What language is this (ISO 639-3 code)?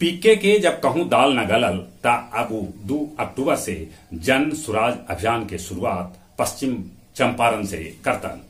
mag